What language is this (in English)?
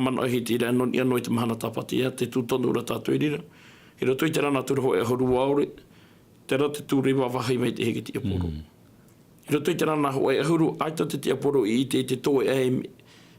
Tahitian